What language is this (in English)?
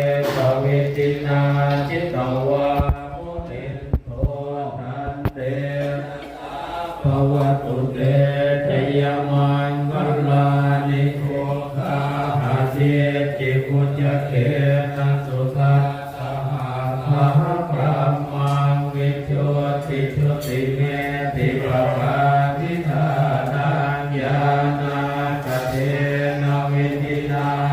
Pali